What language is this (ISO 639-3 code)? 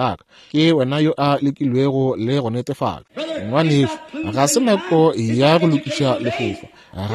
nso